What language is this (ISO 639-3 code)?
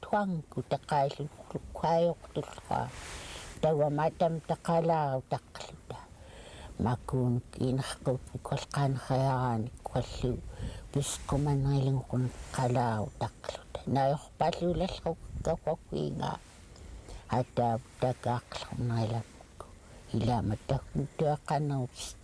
esu